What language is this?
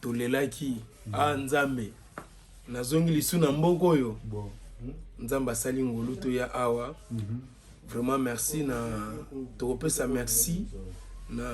Lingala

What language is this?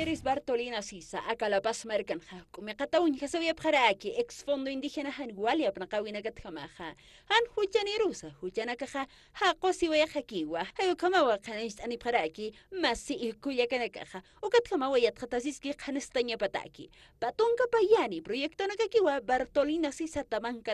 Aymara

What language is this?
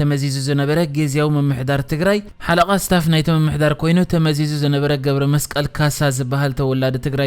Tigrinya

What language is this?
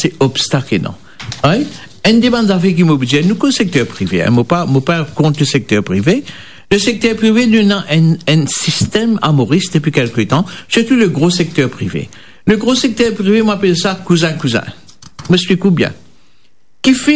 Morisyen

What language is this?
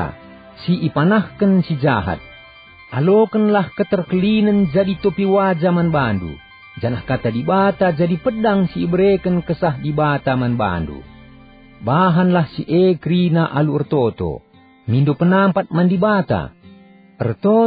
Batak Karo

